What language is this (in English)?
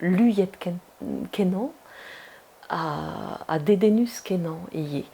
Breton